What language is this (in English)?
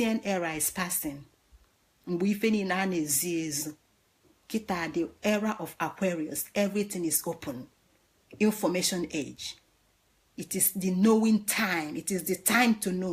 Igbo